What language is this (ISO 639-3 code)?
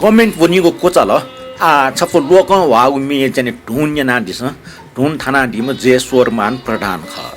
new